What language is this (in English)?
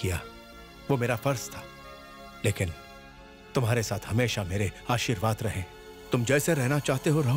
Hindi